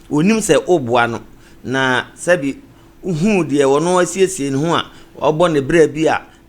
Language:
Akan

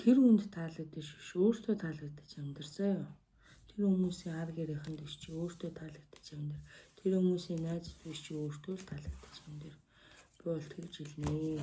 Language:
Mongolian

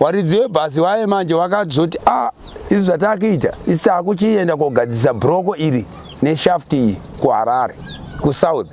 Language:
Shona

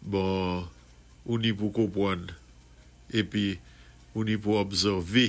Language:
Saint Lucian Creole French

